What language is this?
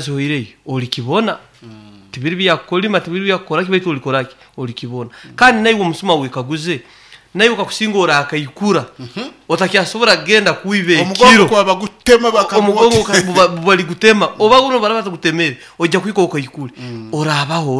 Nyoro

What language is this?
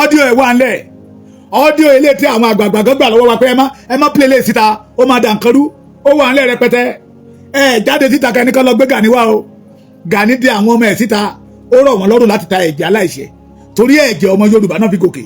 Yoruba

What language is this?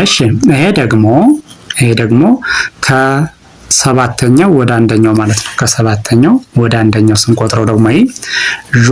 Amharic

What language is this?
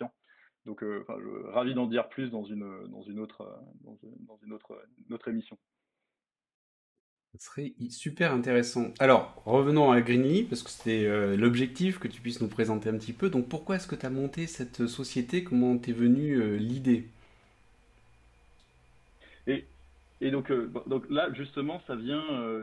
French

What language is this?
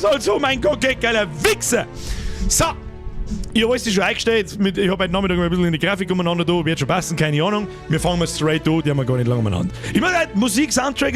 Bavarian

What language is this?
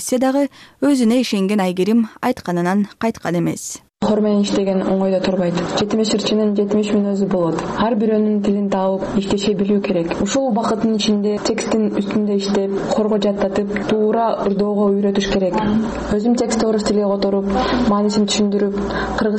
Kyrgyz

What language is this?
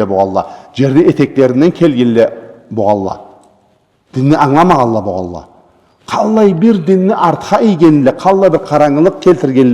Karachay-Balkar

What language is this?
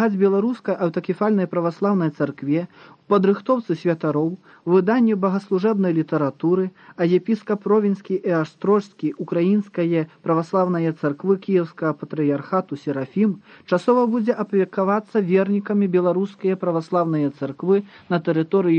Belarusian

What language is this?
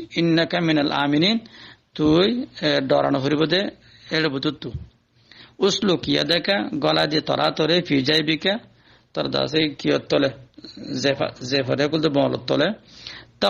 Rohingya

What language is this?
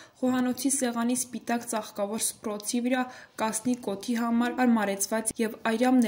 Armenian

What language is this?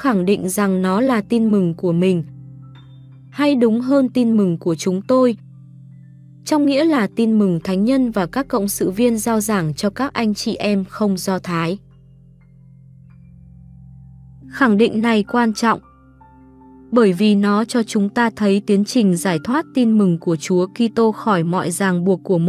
Vietnamese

